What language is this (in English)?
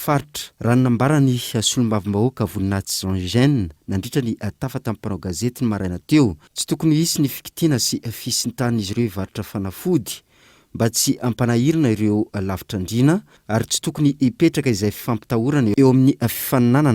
Malagasy